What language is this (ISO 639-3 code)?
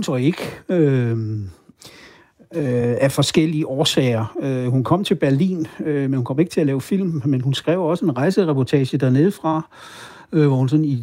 dan